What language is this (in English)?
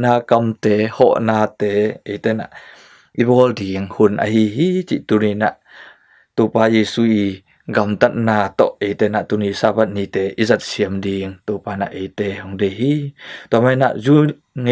Tedim Chin